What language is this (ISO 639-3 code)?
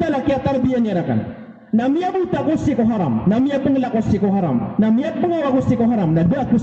mrw